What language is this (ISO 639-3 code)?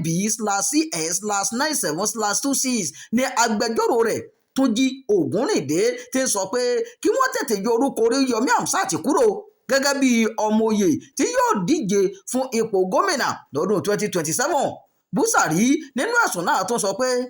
yor